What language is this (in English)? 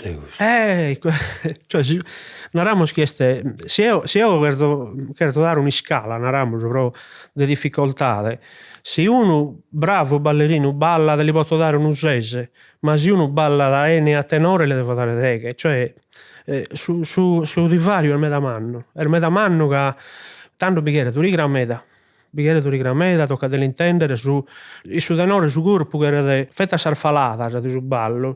Sardinian